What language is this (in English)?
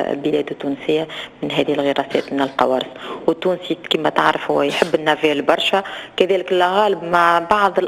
Tunisian Arabic